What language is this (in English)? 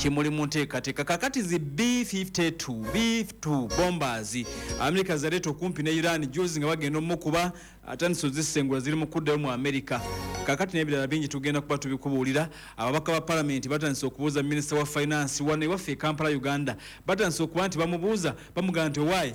Ganda